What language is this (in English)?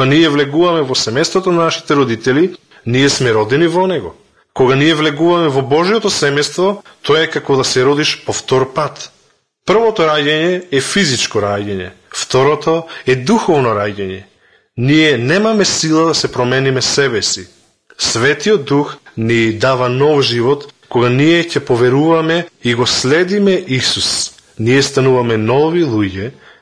Macedonian